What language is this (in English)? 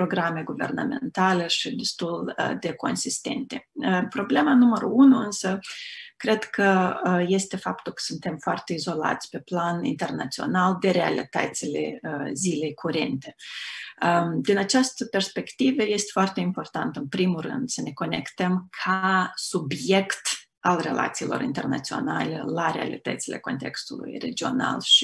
Romanian